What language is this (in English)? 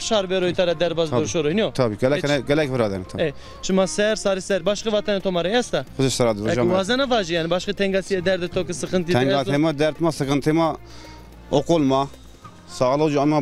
Zaza